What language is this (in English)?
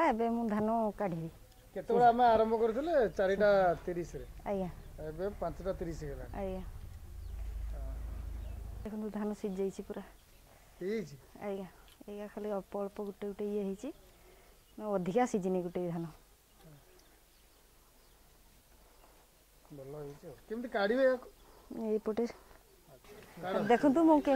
Odia